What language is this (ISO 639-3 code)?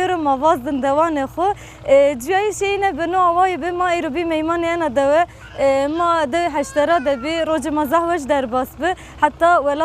zza